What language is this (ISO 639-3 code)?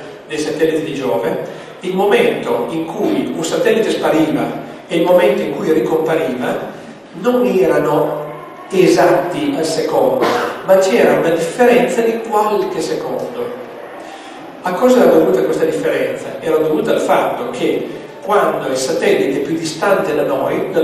ita